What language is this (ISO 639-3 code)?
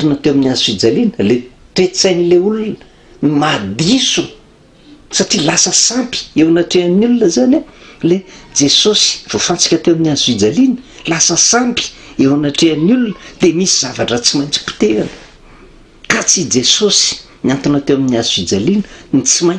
mlg